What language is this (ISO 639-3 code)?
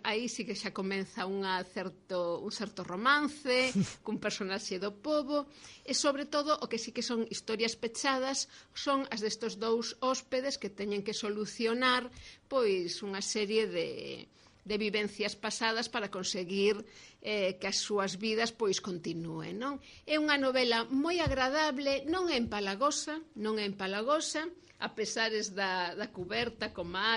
glg